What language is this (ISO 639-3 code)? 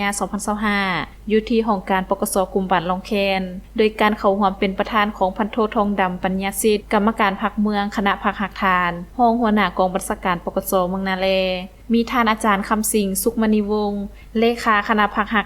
lao